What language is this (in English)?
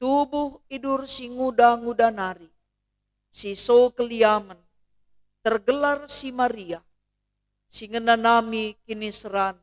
Batak Karo